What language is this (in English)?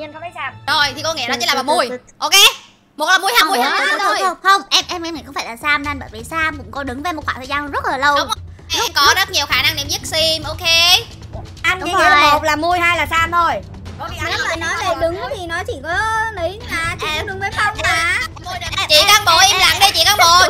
Vietnamese